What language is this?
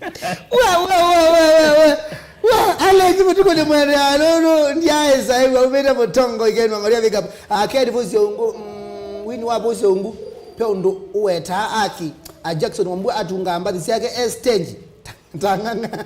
Kamba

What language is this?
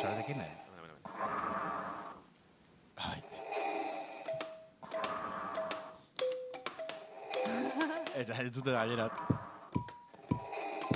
Basque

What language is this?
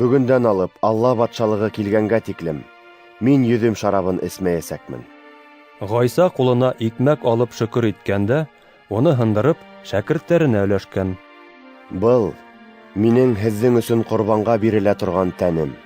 Bashkir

